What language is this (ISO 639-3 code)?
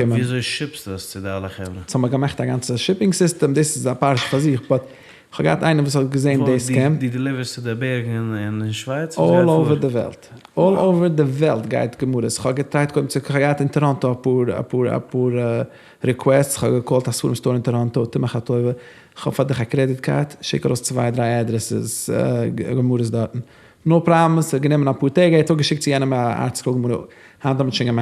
yid